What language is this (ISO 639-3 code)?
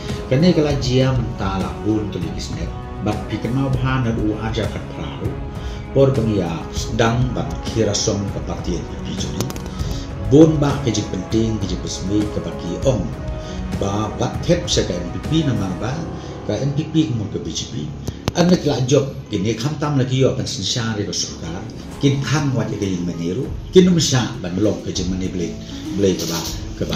kha